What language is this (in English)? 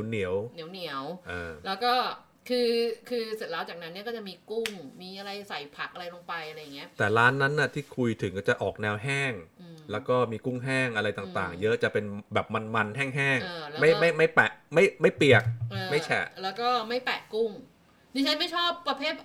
Thai